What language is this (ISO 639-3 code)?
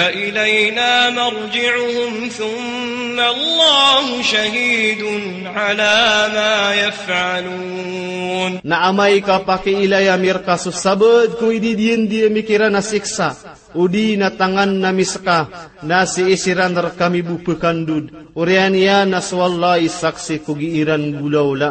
mrw